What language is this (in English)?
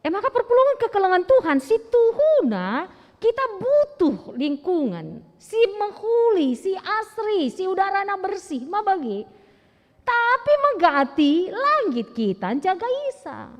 Batak Karo